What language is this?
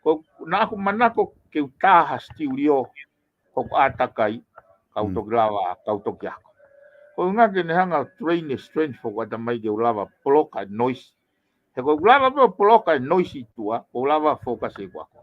Tongan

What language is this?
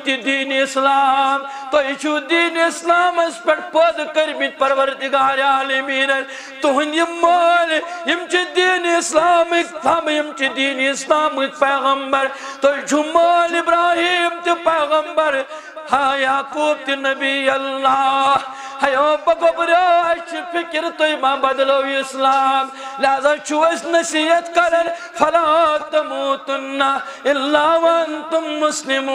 Kashmiri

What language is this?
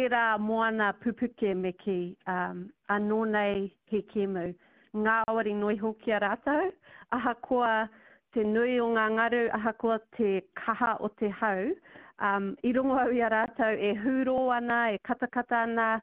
Māori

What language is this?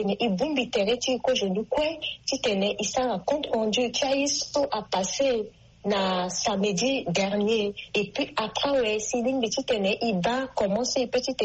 Sango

